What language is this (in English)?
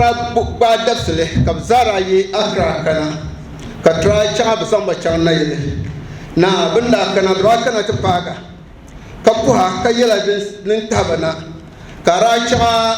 Dagbani